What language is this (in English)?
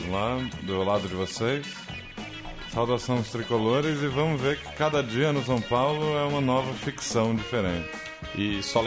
Portuguese